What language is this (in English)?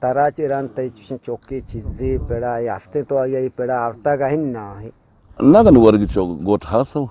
Eastern Balochi